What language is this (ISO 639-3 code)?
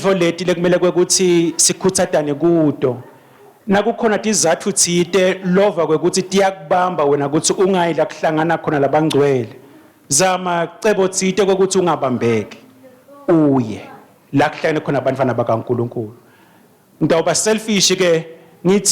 ssw